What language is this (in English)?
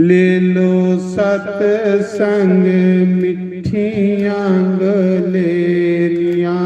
Dogri